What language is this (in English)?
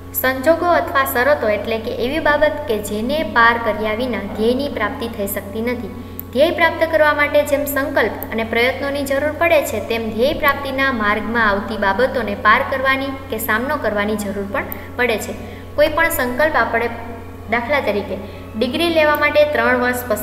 Gujarati